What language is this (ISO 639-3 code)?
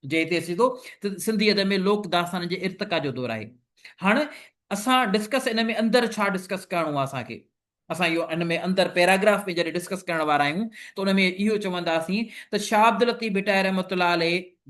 snd